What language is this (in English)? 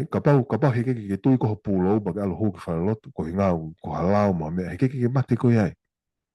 Tongan